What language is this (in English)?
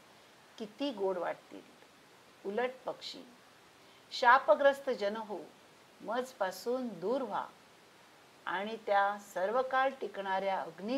Marathi